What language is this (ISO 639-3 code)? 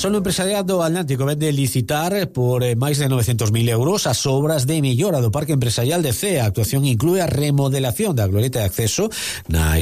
glg